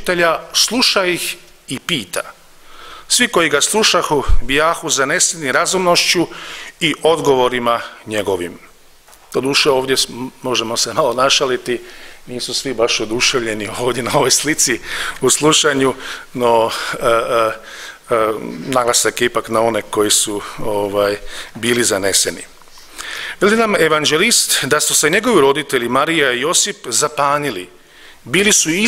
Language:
Croatian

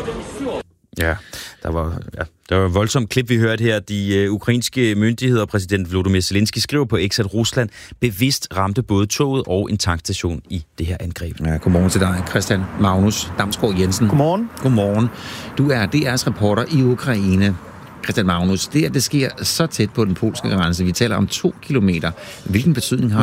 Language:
Danish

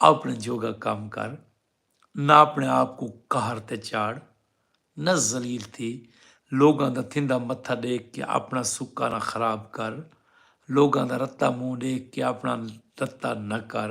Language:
Saraiki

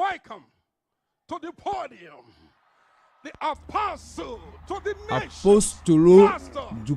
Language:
Ewe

